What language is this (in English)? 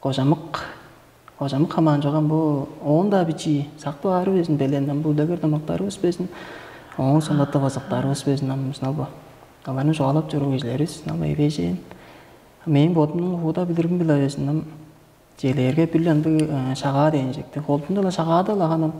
Tuvinian